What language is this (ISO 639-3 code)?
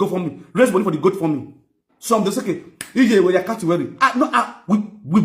pcm